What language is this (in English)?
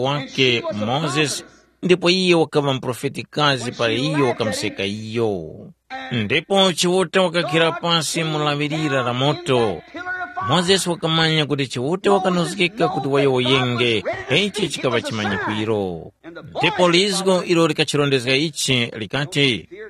Tumbuka